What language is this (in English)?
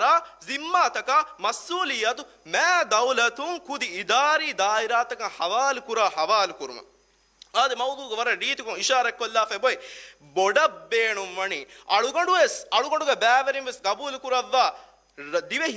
Divehi